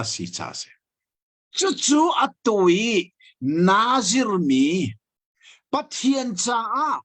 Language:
Hakha Chin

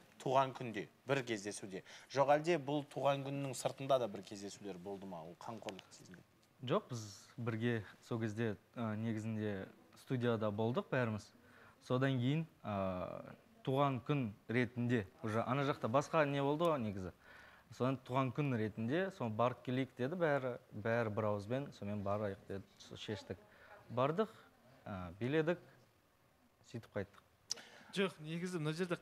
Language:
Kazakh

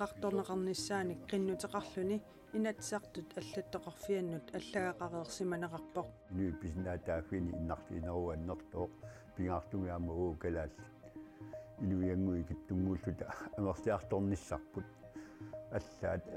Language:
Kalaallisut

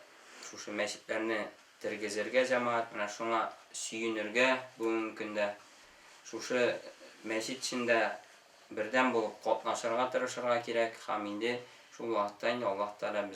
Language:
Tatar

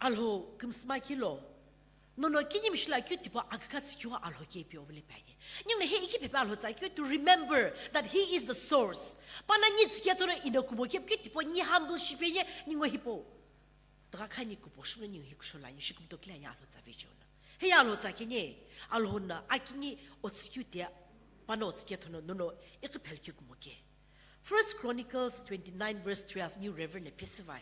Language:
Sumi Naga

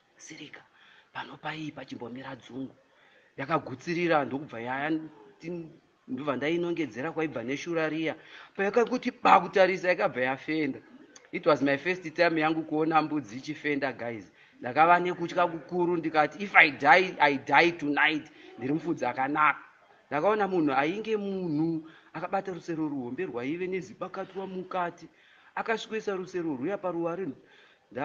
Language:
Shona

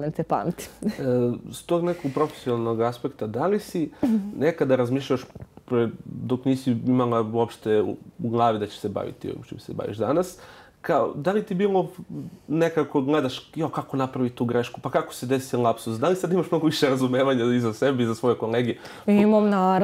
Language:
Serbian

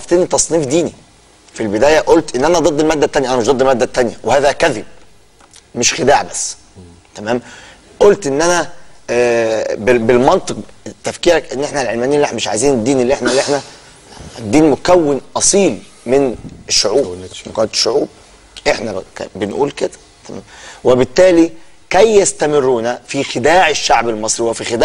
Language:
Egyptian Arabic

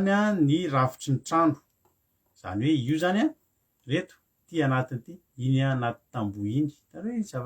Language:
Malagasy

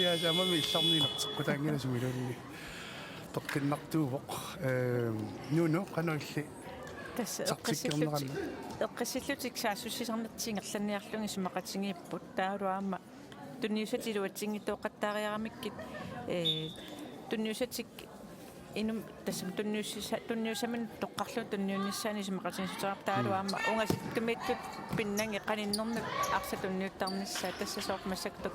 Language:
Kalaallisut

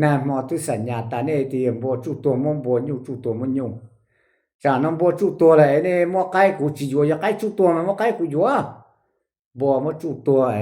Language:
Hmong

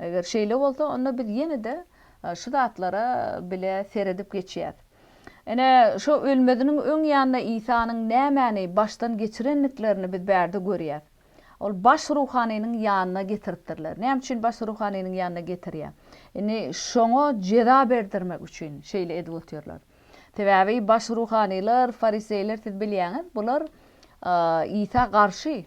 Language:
Turkmen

